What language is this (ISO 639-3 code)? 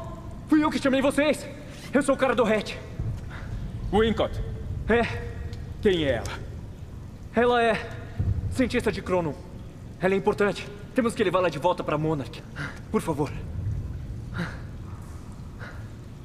por